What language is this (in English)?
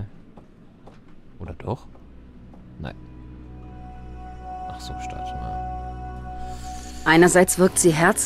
German